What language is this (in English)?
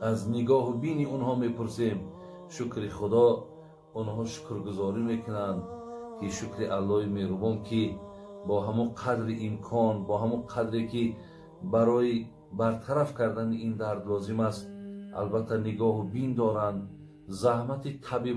Tajik